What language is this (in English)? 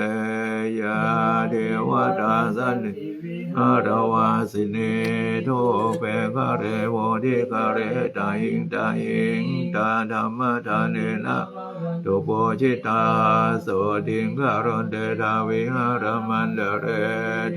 Pali